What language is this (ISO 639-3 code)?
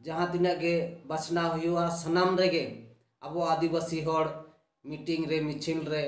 sat